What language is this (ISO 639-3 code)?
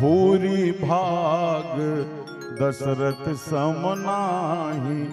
hne